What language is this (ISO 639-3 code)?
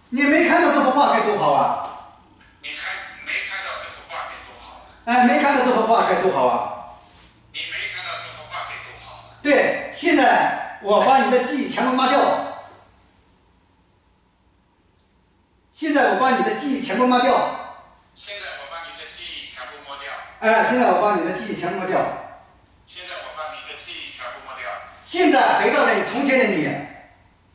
zho